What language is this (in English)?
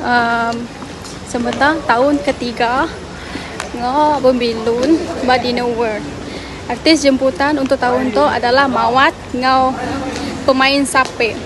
Iban